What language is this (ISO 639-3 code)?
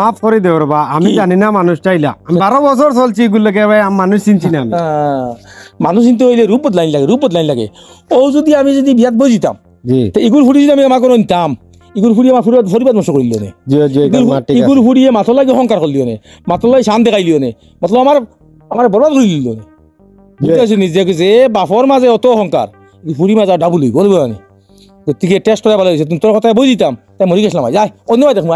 syl